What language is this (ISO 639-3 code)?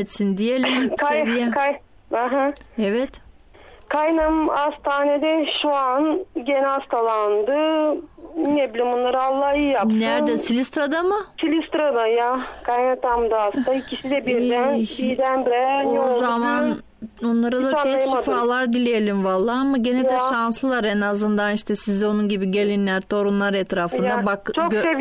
tur